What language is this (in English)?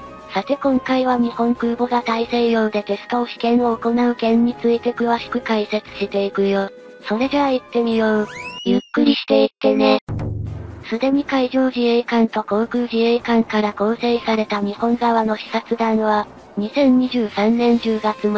Japanese